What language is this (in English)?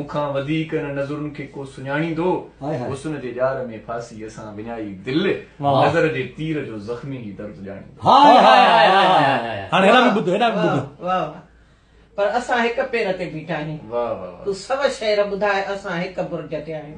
Sindhi